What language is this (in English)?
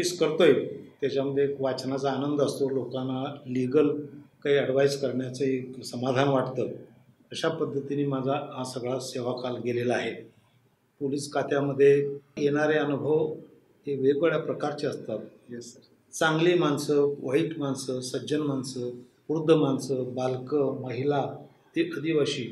Marathi